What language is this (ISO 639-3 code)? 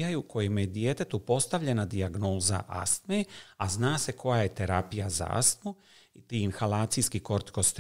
hrv